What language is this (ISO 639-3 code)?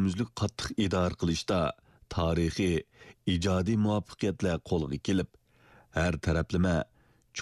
uig